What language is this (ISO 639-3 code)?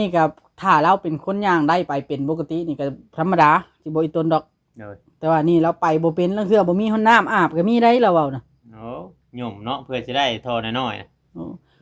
tts